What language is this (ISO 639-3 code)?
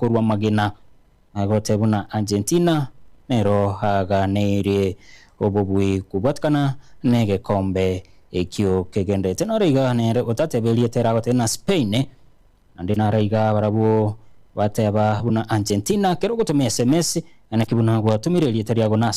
guz